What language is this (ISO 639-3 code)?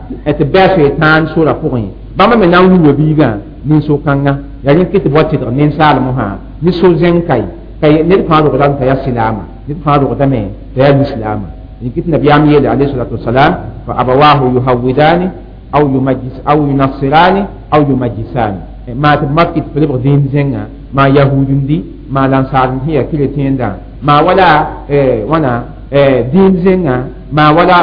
mos